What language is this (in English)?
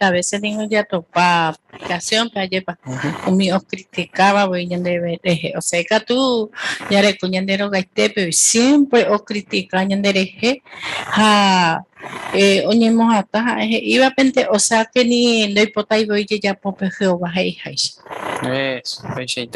Guarani